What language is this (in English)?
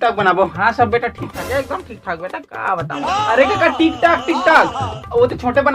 Chhattisgarhi